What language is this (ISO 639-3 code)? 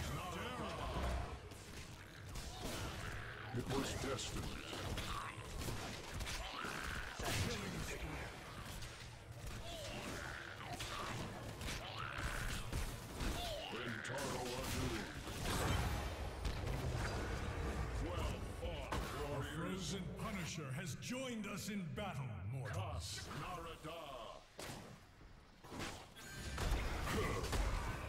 eng